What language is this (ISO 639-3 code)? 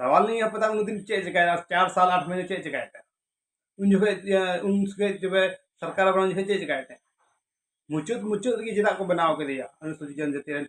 sat